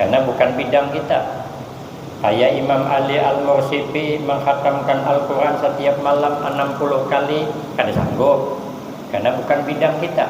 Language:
Banjar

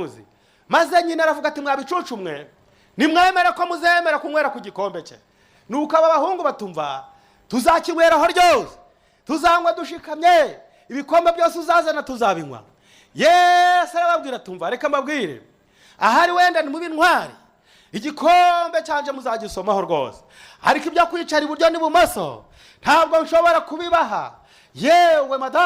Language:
Kinyarwanda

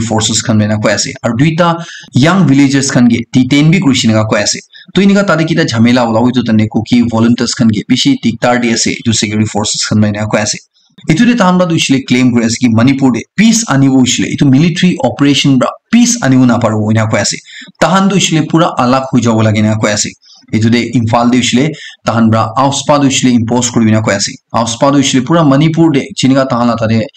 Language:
Naga Pidgin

